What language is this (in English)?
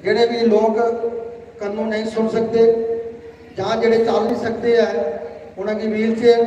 Dogri